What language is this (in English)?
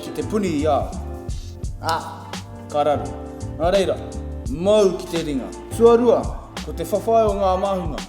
Māori